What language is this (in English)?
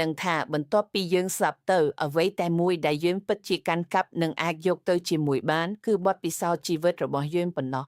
Khmer